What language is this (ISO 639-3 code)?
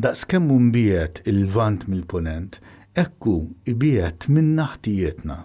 mlt